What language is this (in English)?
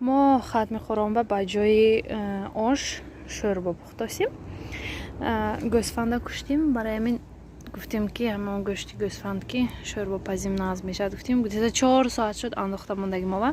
Tajik